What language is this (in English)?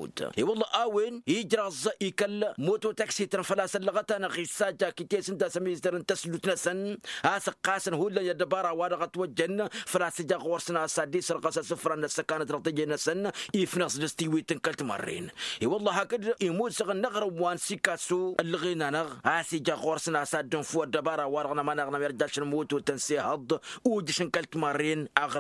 Tamasheq